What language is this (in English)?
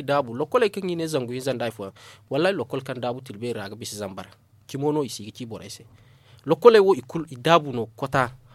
Zarma